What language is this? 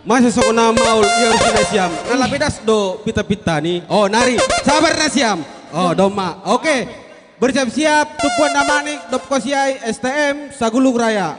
Batak Simalungun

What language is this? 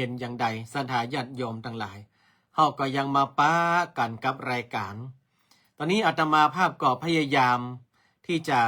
Northern Thai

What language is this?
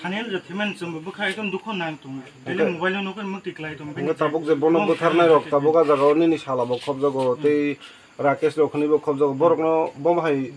Kok Borok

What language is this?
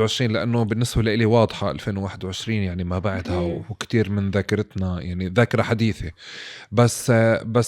North Levantine Arabic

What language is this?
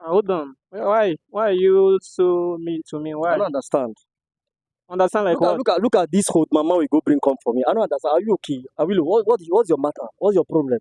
Nigerian Pidgin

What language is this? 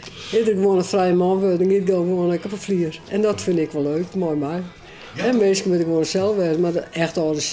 Western Frisian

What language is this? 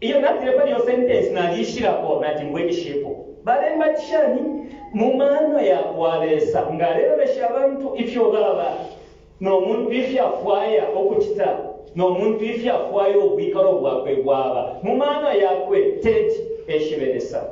Bemba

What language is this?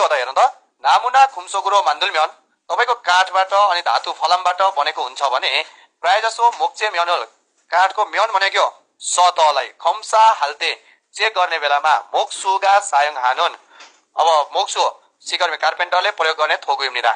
Nepali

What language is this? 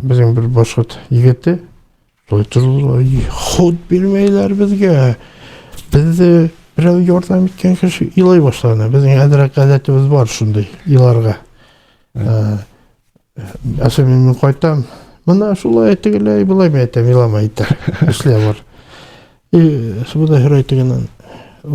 Bashkir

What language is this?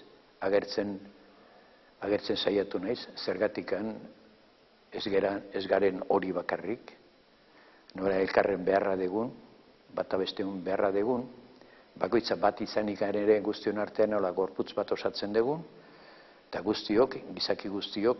Basque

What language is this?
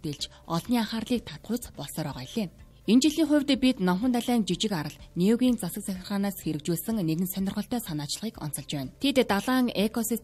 Mongolian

